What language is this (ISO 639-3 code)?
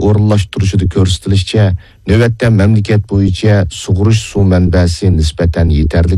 uig